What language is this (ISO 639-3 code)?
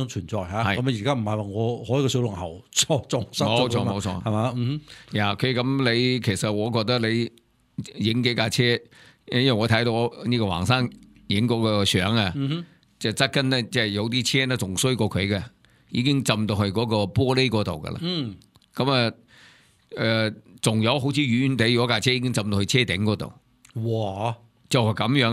yue